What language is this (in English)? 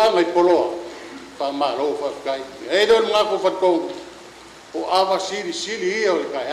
Samoan